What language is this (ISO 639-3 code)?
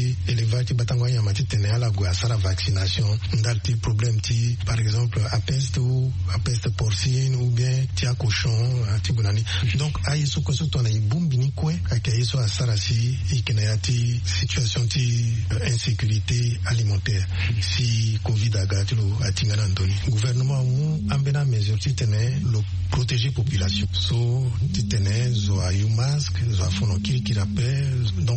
sag